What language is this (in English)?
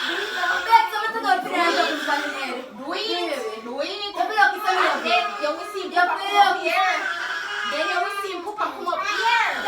Jamaican Creole English